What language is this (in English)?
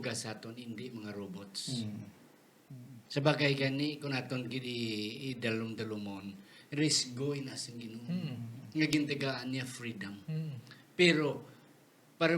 Hiligaynon